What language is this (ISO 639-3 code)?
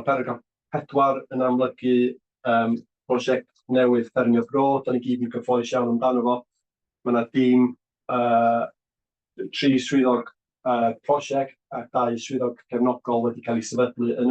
cym